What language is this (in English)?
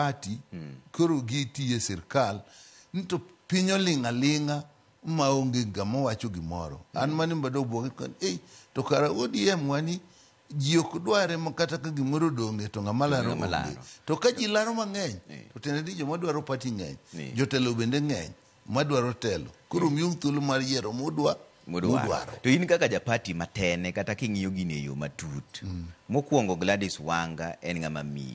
Luo (Kenya and Tanzania)